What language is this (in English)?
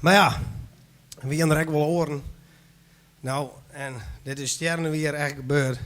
Western Frisian